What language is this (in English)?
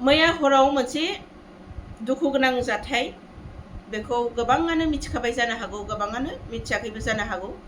Bodo